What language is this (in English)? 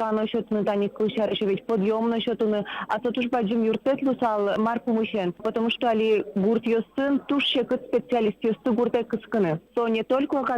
Udmurt